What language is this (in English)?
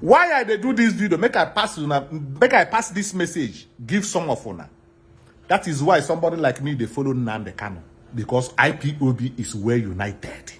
Nigerian Pidgin